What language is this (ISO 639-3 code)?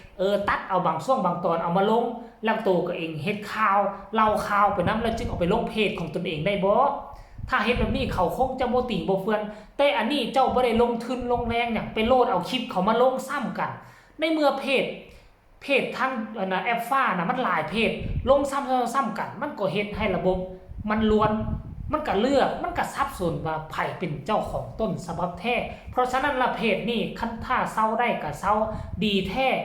tts